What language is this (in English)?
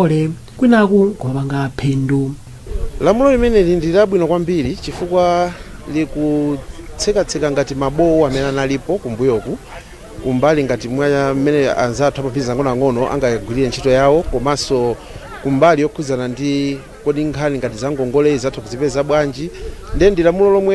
Nyanja